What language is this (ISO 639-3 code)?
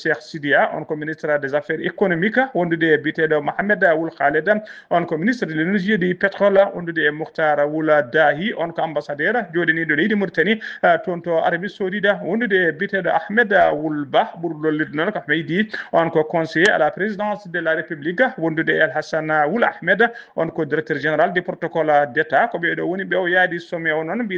ful